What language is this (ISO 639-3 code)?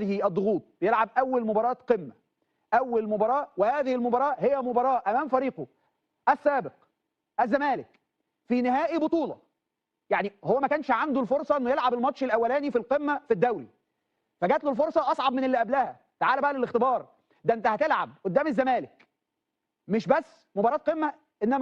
arz